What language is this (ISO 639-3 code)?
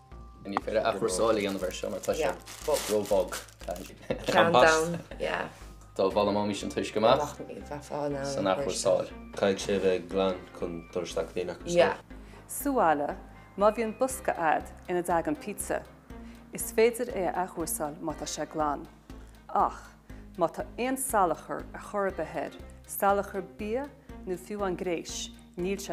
gle